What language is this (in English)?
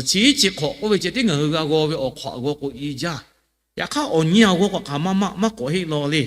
Lahu